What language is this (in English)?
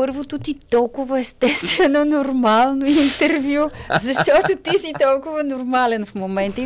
Bulgarian